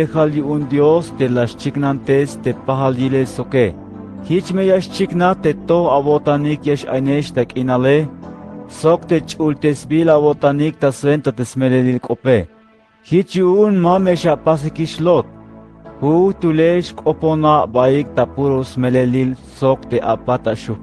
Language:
Tzeltal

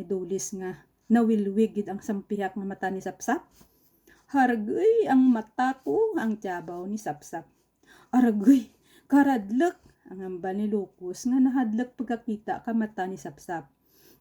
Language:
Kinaray-a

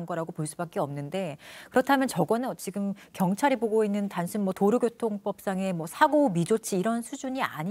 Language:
Korean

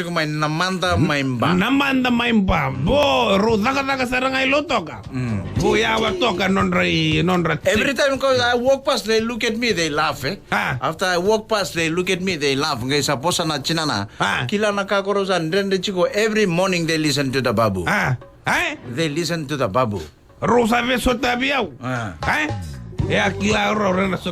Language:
Fijian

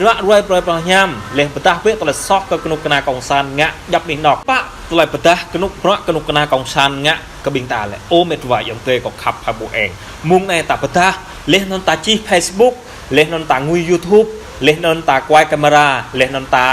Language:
Jarai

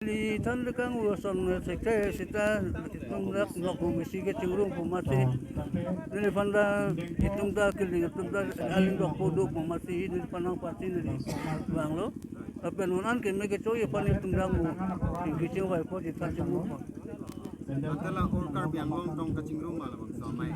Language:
Karbi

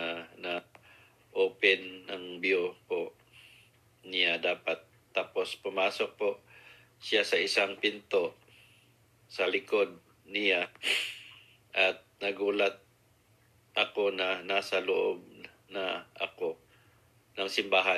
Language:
Filipino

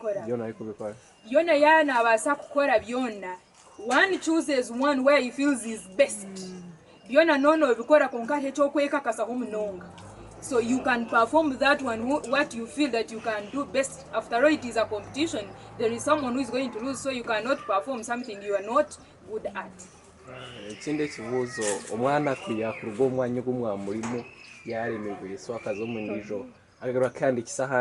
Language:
Nyankole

